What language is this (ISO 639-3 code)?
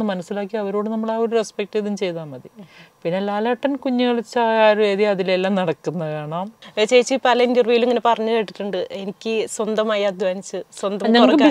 mal